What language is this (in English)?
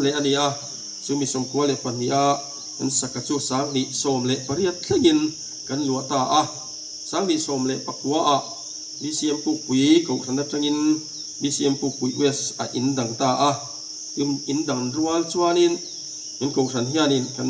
Mizo